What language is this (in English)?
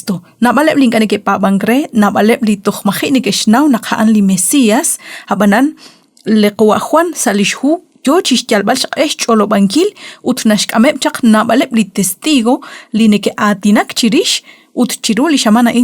Kekchí